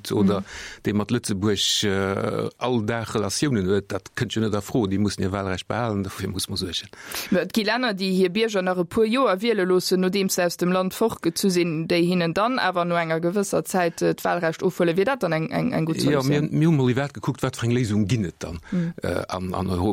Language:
Luxembourgish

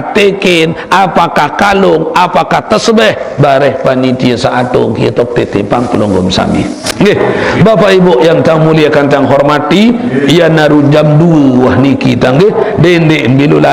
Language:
Sasak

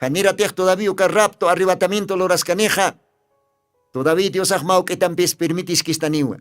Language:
Aymara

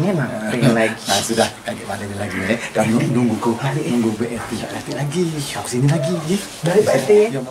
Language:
Musi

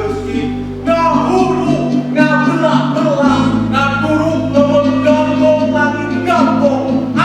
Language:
Sundanese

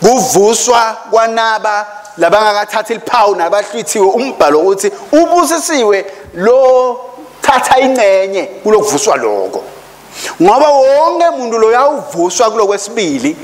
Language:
Swati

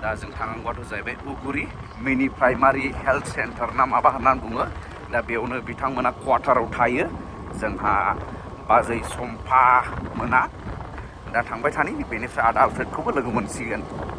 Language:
Bodo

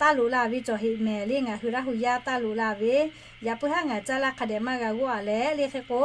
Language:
Lahu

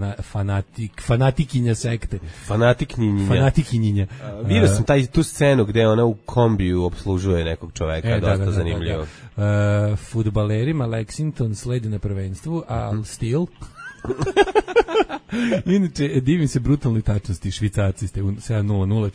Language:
Serbian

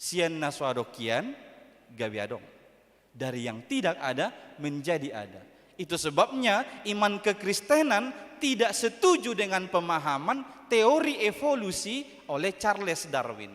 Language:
Batak Toba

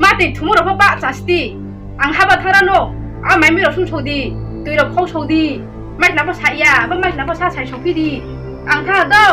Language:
Riang (India)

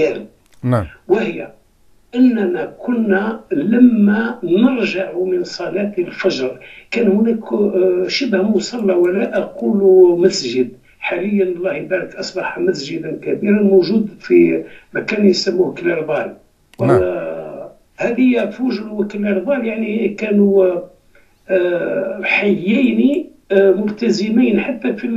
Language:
Algerian Arabic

